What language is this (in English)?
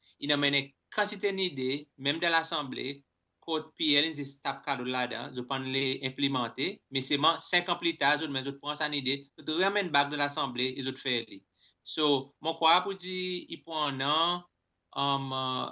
Seselwa Creole French